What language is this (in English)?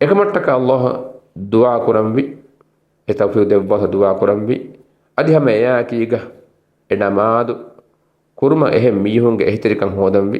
Divehi